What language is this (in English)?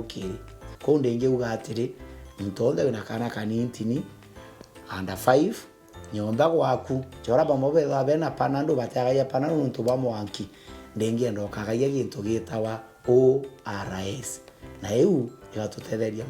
Meru